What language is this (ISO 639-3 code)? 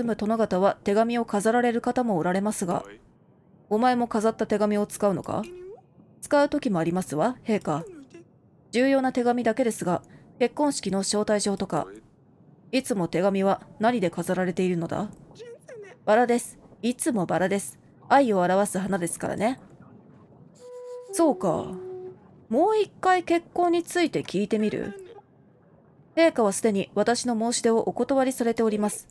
jpn